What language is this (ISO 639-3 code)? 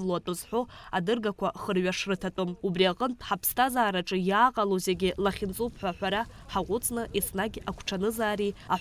abk